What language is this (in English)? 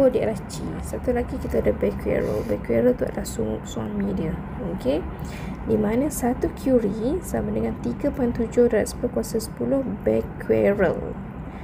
Malay